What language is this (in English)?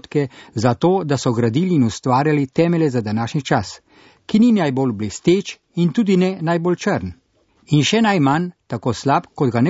Slovenian